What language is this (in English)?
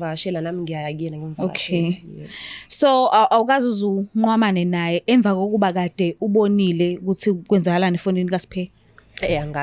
Zulu